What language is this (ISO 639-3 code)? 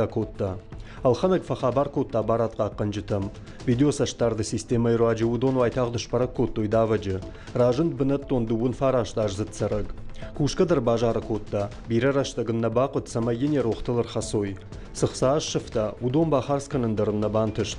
oss